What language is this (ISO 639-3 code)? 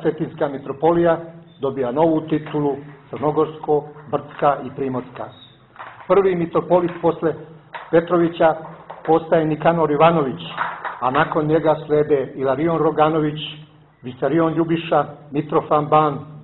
srp